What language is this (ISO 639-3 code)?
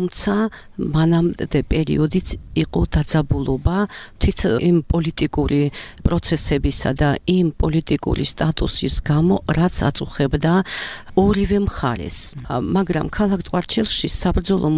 kat